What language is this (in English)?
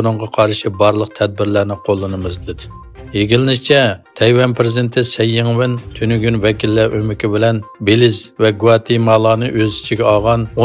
Uyghur